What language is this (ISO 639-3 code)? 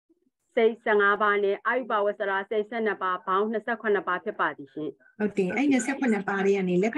mya